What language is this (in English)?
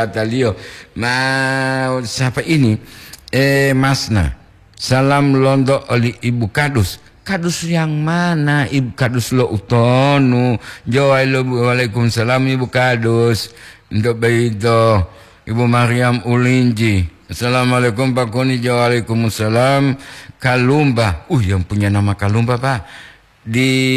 Gorontalo